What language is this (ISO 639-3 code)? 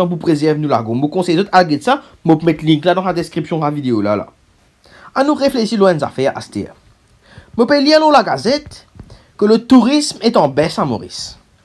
mfe